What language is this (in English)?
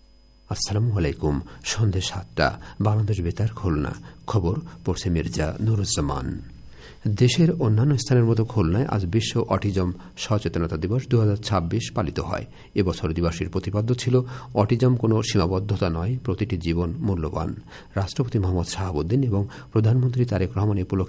Bangla